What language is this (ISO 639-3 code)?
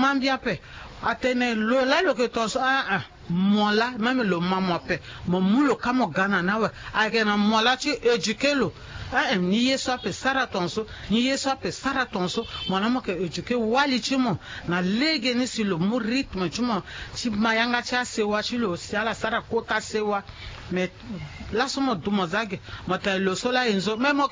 sag